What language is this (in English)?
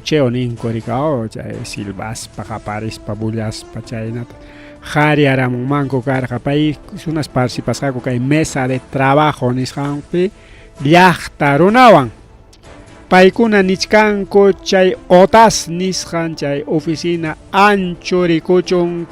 Ayacucho Quechua